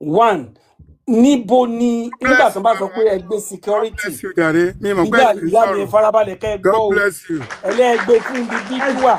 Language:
Yoruba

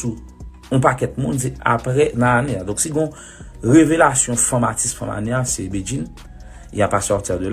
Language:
Haitian Creole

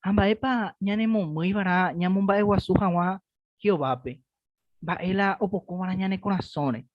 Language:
Guarani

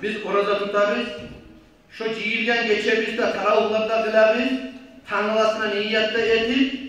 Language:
Kumyk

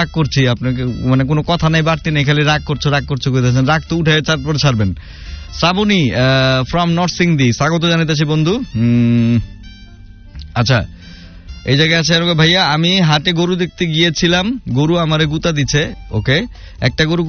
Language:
Bangla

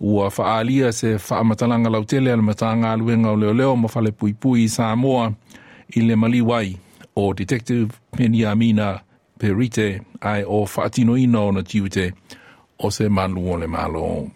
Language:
Samoan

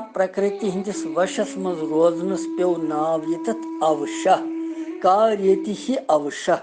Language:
Kashmiri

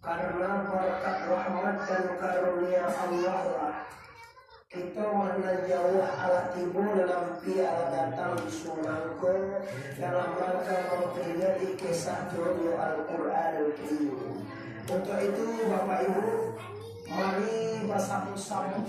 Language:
Minangkabau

